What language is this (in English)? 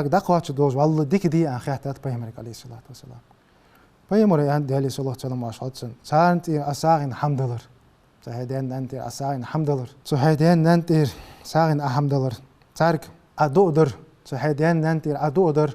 Ingush